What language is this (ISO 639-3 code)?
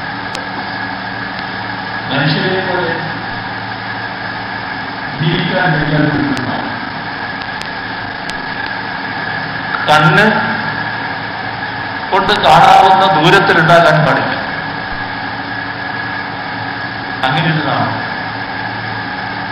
mal